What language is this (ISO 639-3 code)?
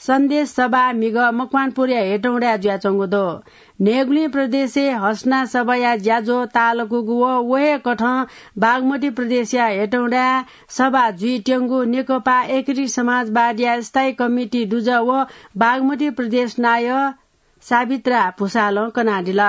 new